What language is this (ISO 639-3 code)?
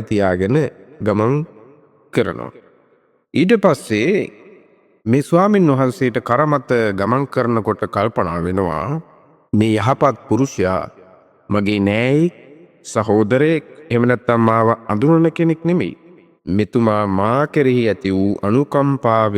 sin